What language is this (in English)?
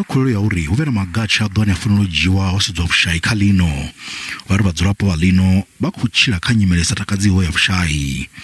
Venda